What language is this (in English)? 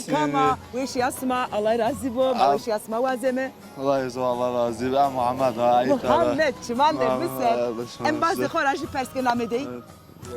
Zaza